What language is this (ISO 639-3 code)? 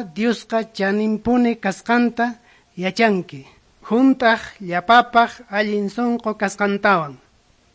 que